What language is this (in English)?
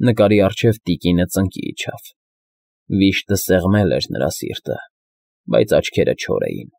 Armenian